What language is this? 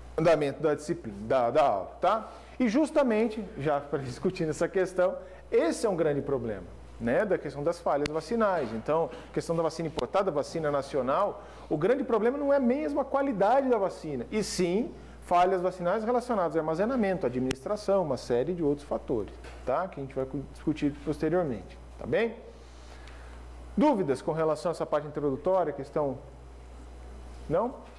Portuguese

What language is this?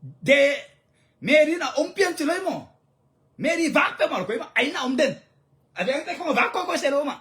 Tedim Chin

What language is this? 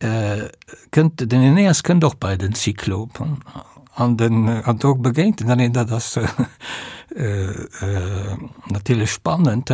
Luxembourgish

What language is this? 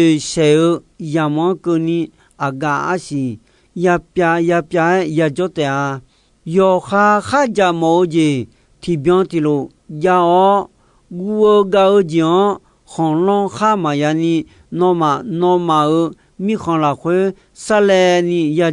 Akha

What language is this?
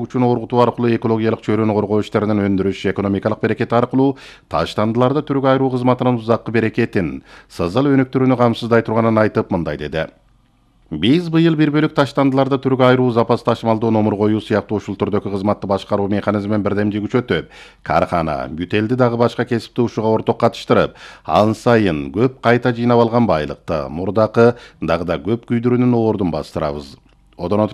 Kyrgyz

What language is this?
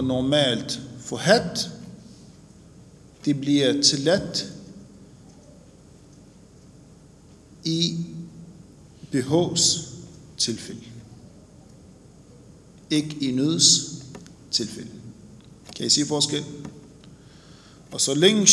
Danish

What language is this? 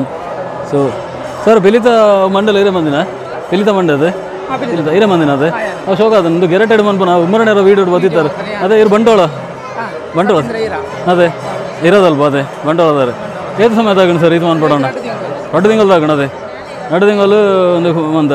Tulu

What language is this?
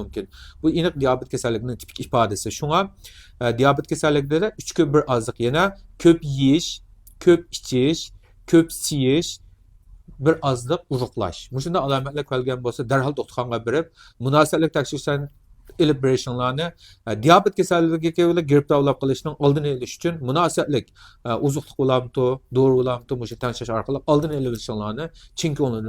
Uyghur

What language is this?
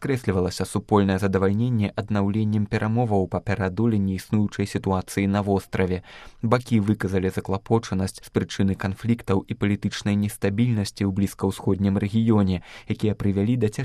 Belarusian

